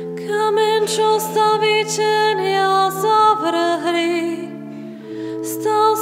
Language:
Slovak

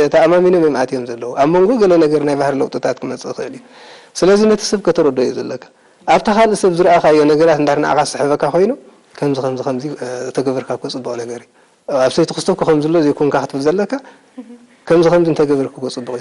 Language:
Tigrinya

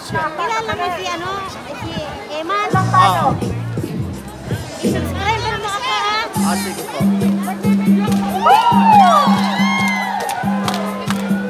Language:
Filipino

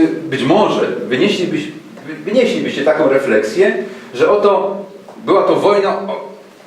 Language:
Silesian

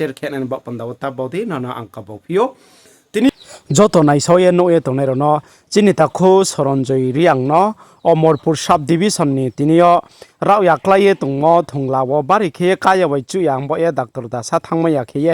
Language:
Riang (India)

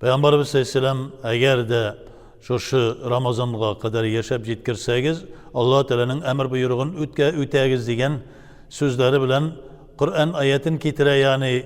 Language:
Tatar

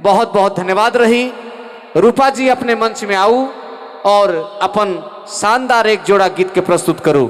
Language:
Sadri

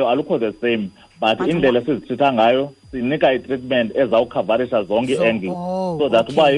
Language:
Xhosa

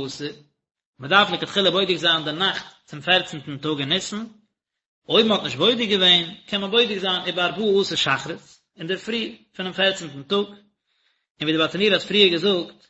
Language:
Yiddish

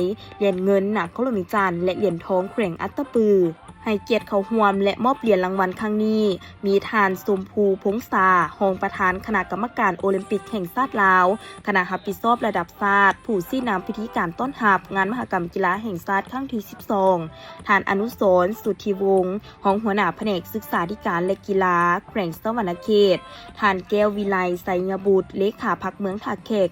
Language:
Lao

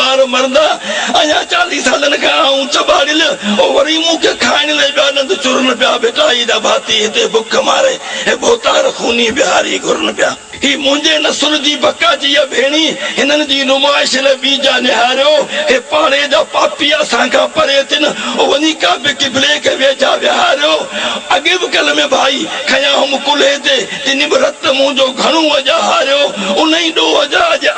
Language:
Sindhi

